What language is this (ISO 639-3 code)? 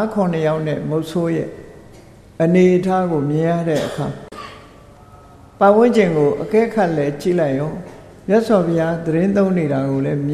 mya